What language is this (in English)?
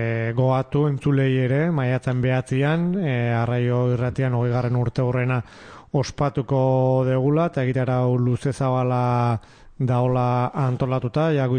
Basque